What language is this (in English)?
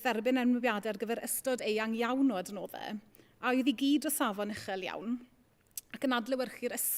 Welsh